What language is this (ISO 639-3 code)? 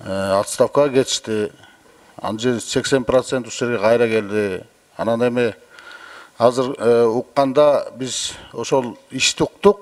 kir